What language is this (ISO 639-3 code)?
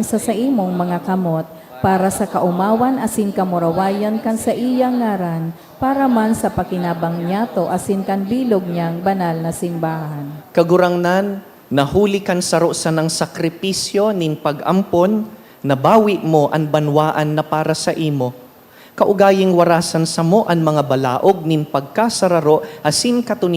bik